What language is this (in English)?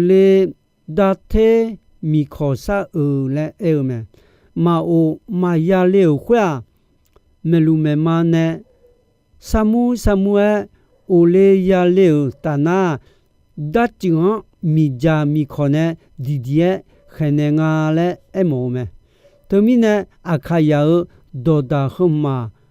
Akha